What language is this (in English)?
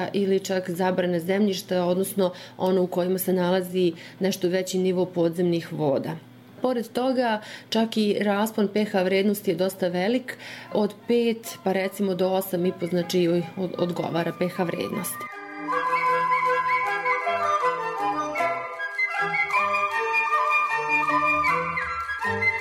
Serbian